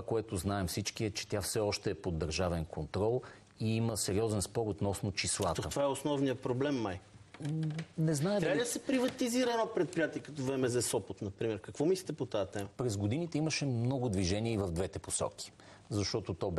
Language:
Bulgarian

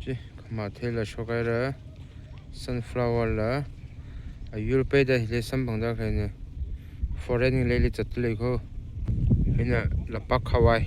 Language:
Tangkhul Naga (India)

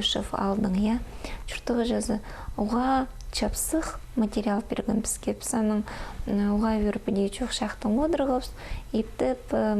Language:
Khakas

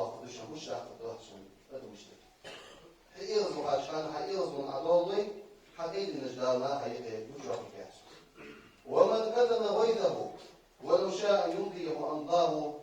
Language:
Ingush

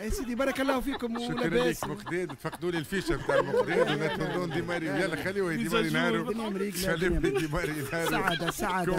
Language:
Tunisian Arabic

